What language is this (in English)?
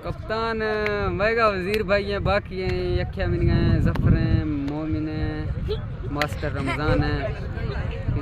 Eastern Balochi